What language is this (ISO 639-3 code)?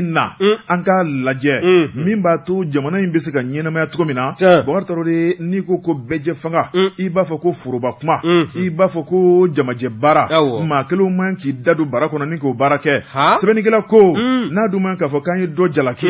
bam